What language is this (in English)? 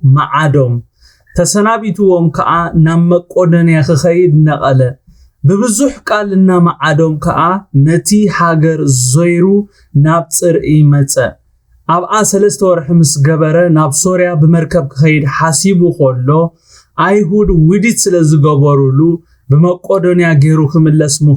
Tigrinya